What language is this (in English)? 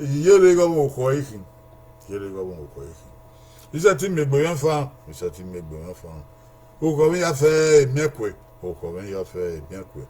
Bini